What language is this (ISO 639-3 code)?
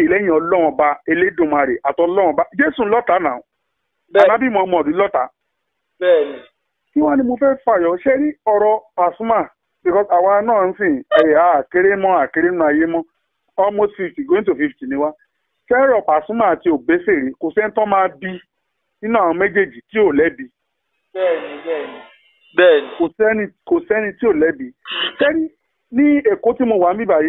yor